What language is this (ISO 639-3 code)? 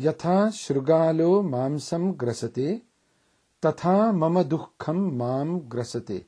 san